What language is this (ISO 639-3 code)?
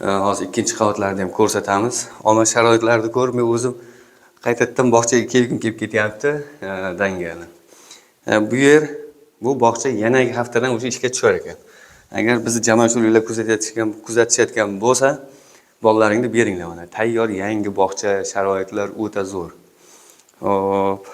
uzb